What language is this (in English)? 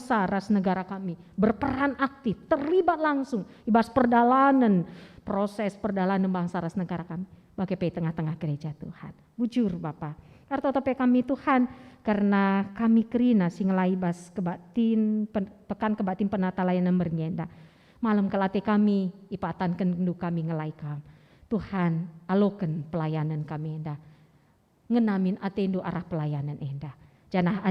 Batak Karo